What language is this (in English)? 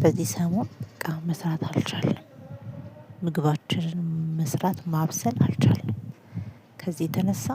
Amharic